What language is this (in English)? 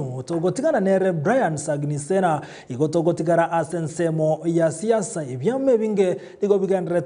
Gusii